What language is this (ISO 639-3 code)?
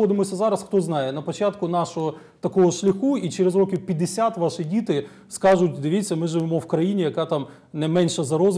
ukr